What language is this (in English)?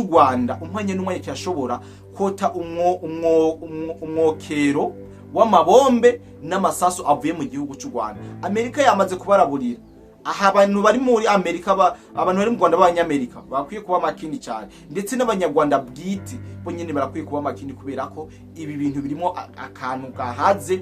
Rundi